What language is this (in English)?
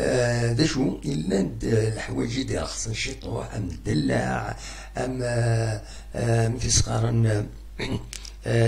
Kabyle